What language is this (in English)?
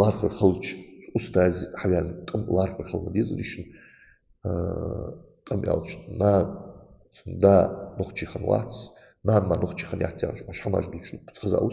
Ingush